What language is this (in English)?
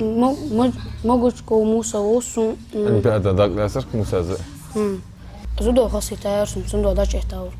Ingush